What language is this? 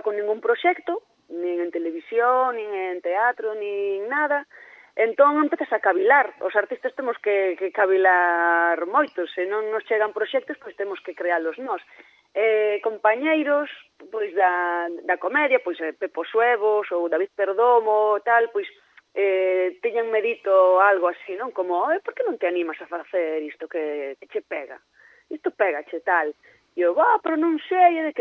Galician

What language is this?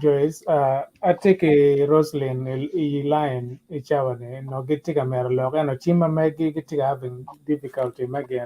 Acoli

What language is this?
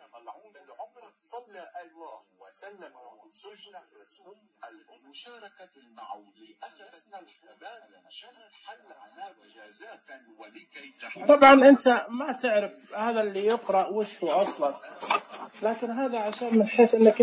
Najdi Arabic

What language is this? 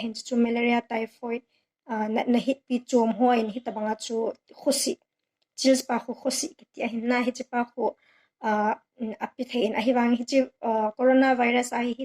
Thado Chin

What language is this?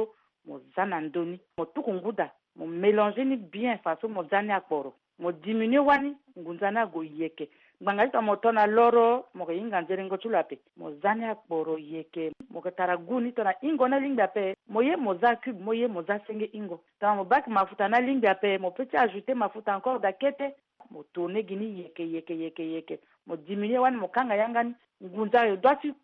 Sango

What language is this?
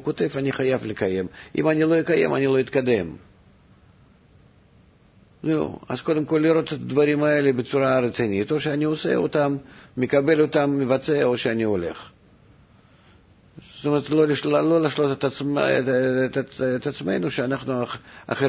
Hebrew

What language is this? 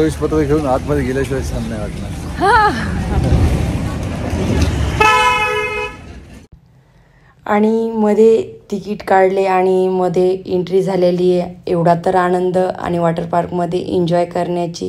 Marathi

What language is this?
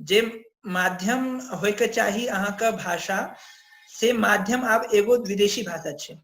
Maithili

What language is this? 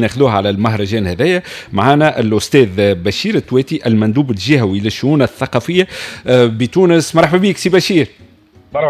Tunisian Arabic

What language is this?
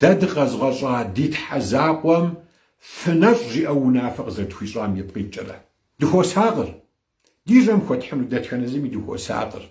Kabardian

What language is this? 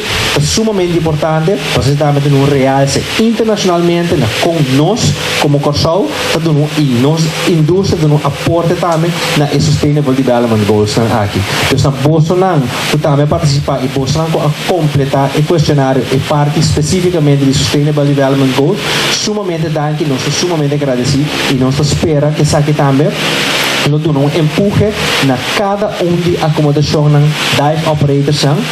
Papiamento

